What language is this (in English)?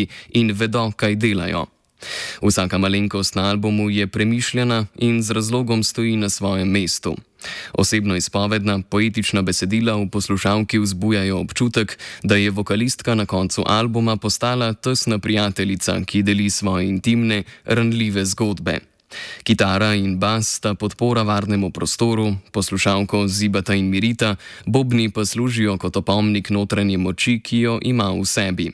Slovenian